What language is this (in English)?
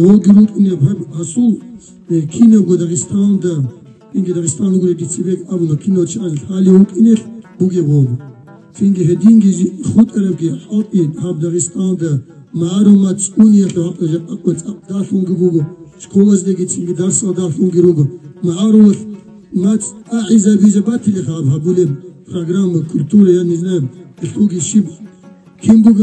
Avaric